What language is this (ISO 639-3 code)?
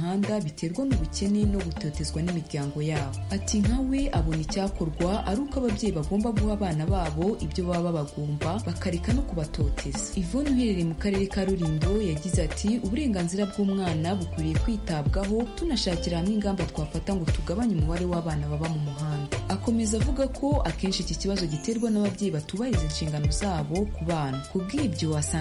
kin